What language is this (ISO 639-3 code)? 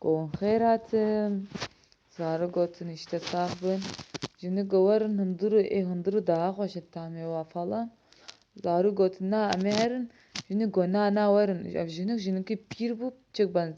kur